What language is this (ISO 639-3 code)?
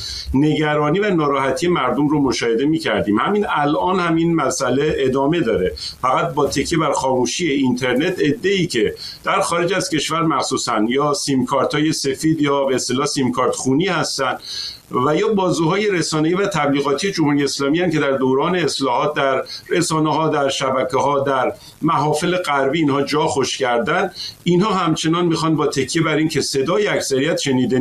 fas